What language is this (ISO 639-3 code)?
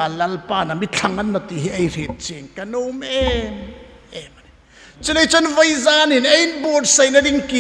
hmr